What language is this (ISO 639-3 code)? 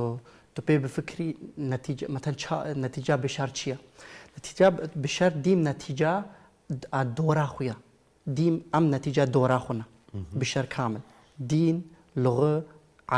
kur